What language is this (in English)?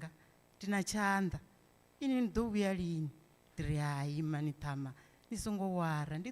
Venda